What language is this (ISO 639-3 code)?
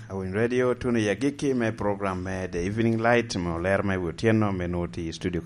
laj